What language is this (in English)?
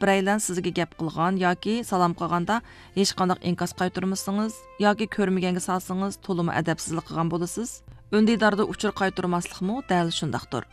Uyghur